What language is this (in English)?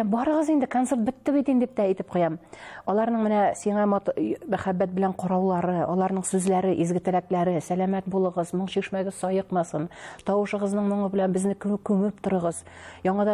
Tatar